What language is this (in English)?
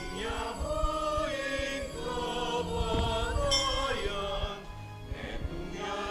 Pampanga